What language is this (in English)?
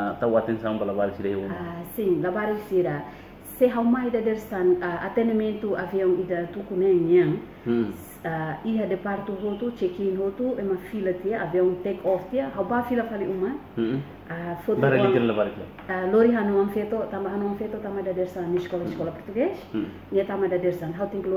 Tetum